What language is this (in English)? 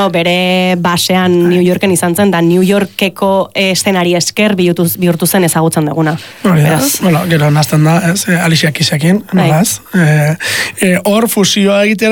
Basque